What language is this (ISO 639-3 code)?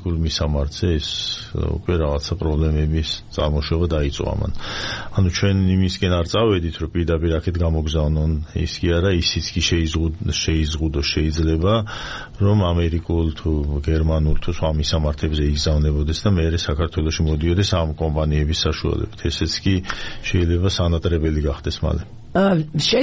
kat